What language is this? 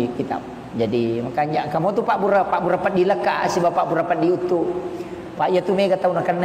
Buginese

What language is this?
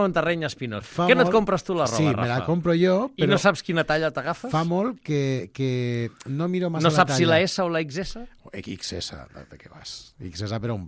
Catalan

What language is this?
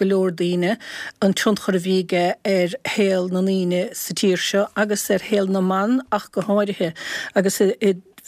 Irish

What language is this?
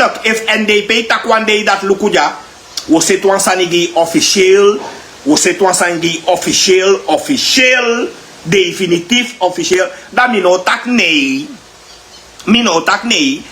Sranan Tongo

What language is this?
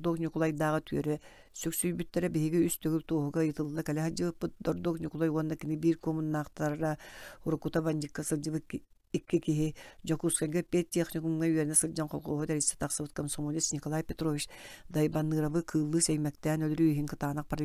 Yakut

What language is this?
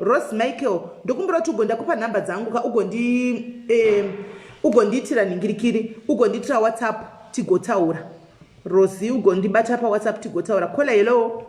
Shona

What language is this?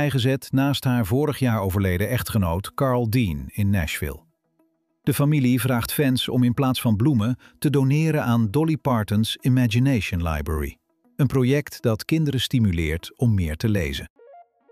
Dutch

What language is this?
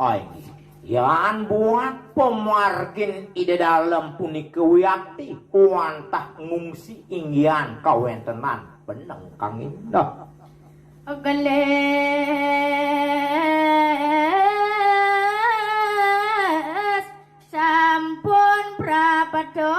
Balinese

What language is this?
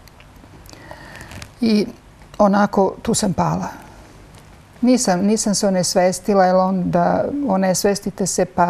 Serbian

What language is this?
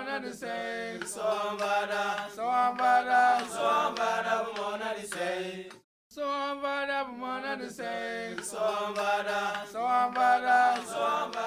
Tem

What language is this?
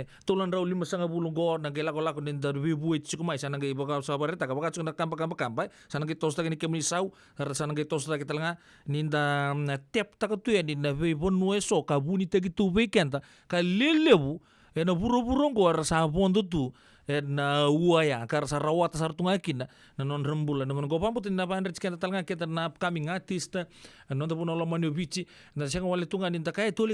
Fijian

